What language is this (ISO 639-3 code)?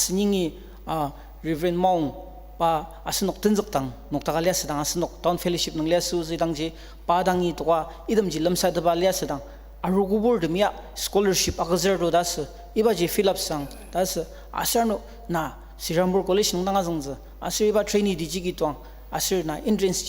njo